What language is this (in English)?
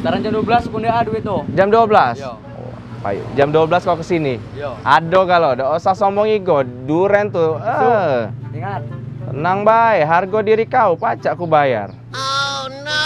Musi